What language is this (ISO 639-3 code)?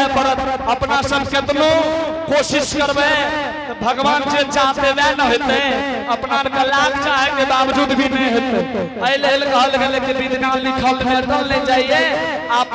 anp